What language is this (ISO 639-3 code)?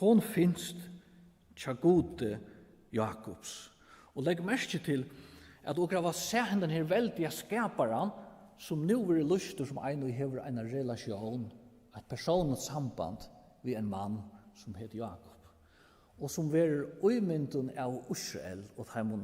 fao